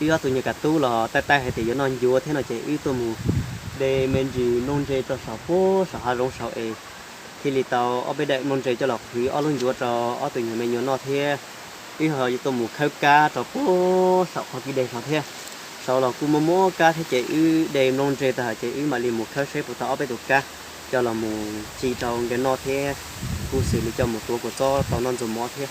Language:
Hmong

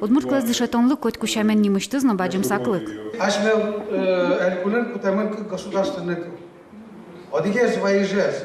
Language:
Udmurt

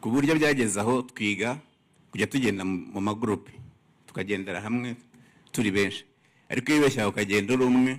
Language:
Kinyarwanda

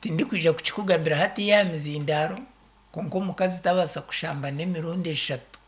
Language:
Nyankole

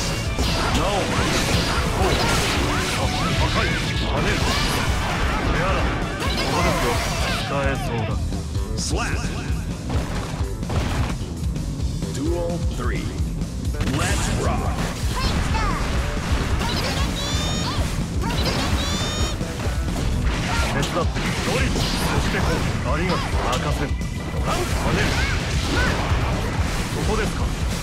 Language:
Japanese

